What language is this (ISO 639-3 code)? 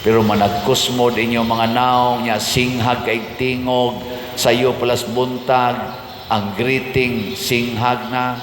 ceb